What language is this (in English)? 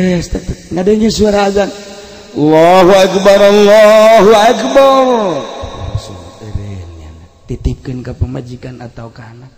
Sundanese